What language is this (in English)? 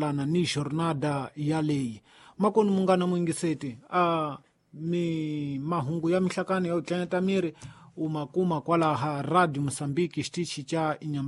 Tsonga